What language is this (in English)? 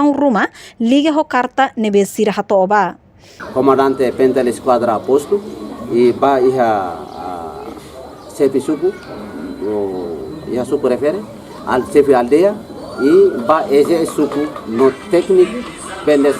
Tetum